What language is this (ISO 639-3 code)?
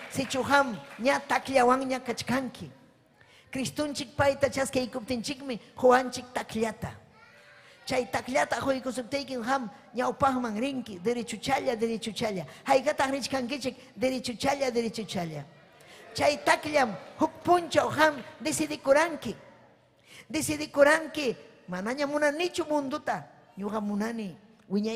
quy